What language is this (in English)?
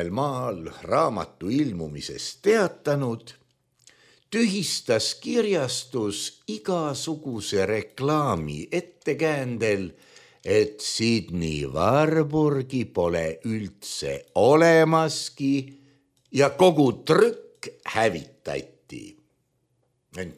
Estonian